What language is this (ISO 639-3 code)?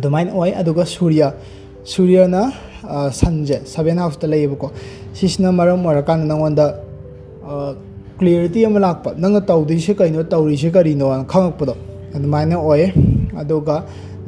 mni